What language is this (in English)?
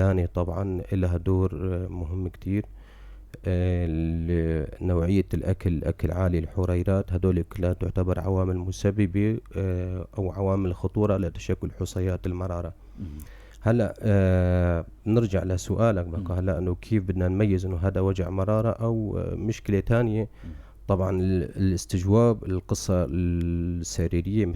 North Levantine Arabic